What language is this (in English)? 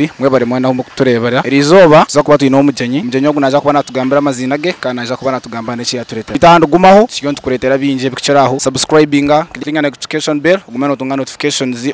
Nyankole